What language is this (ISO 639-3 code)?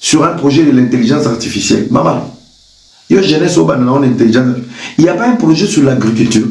lin